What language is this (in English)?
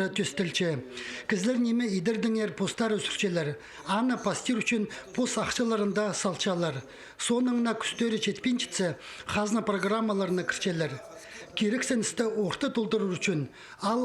Khakas